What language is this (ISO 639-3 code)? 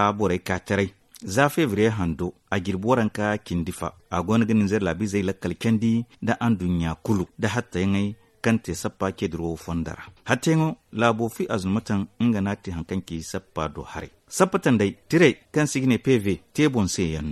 dje